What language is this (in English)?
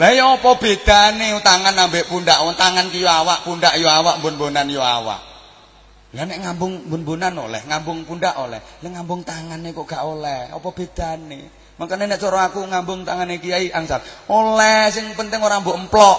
Javanese